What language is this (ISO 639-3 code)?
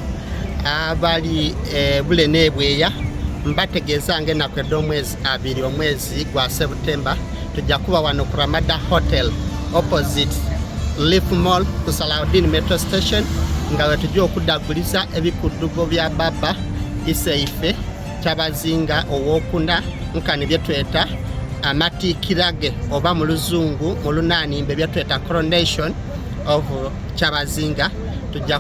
xog